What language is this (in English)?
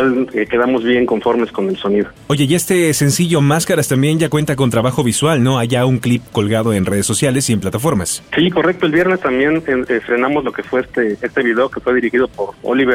Spanish